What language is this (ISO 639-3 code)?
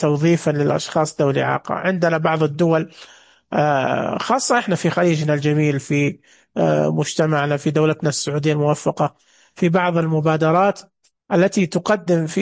ars